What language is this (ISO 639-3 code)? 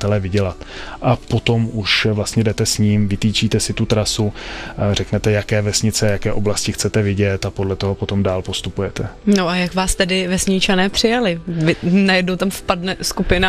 ces